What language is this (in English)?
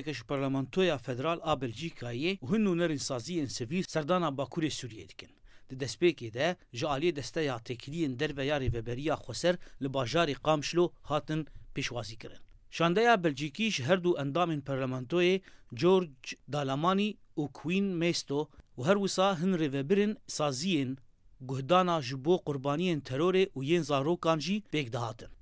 Kurdish